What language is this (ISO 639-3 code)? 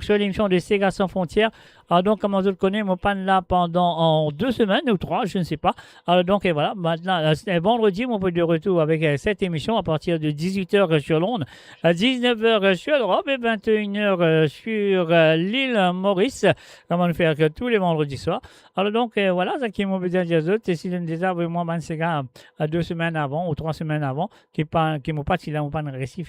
mfe